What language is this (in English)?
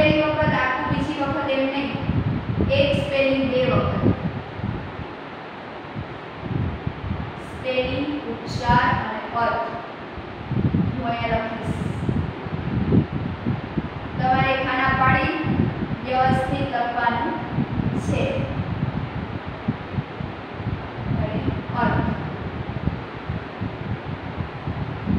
Gujarati